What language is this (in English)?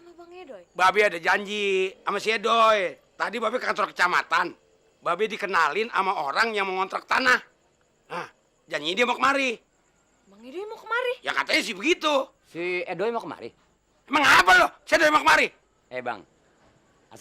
Betawi